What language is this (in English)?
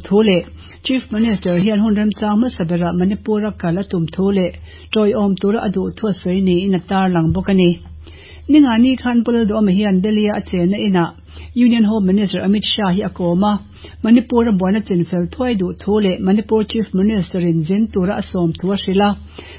Mizo